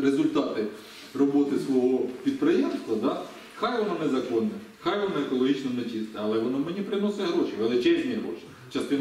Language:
Ukrainian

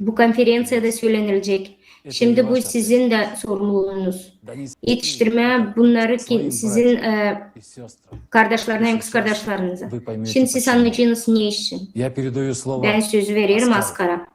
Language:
Gagauz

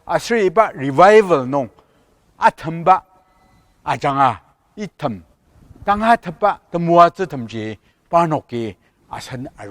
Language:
Ao Naga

